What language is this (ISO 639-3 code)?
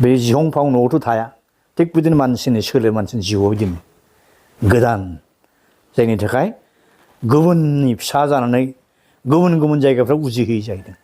brx